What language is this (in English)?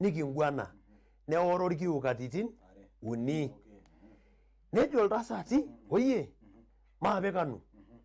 Masai